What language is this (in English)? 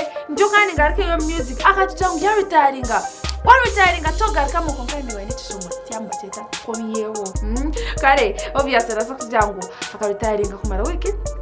Nyankole